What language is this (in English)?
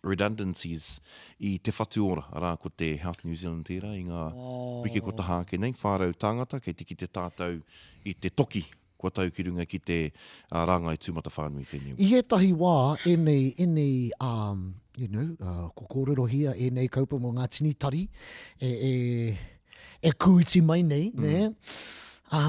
Māori